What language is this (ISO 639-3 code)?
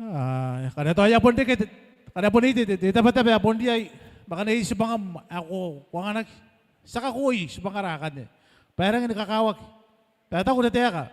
gil